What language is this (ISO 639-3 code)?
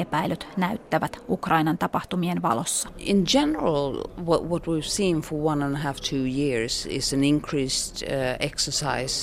fin